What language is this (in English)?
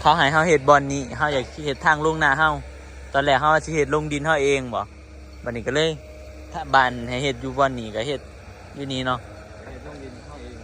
Northeastern Thai